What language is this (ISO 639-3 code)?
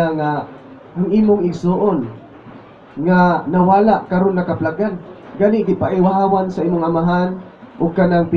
ceb